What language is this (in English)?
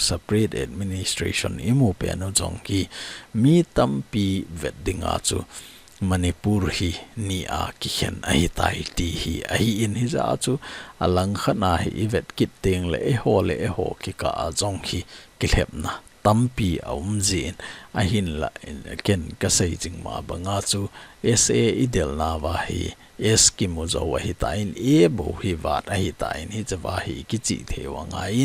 Thado Chin